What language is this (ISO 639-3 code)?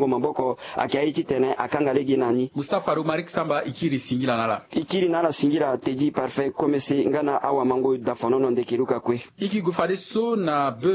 sag